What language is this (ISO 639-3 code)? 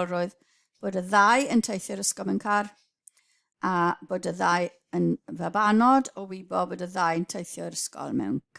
cym